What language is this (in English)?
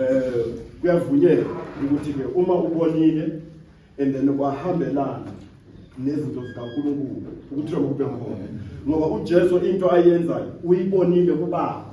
Zulu